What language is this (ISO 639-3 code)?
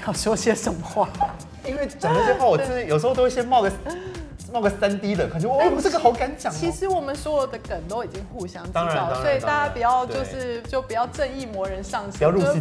zho